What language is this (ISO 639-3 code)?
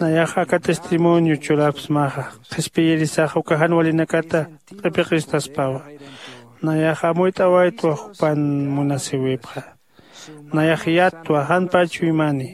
aym